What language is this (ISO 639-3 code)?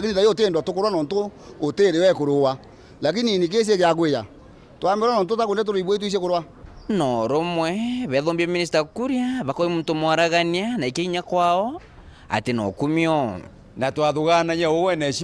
mer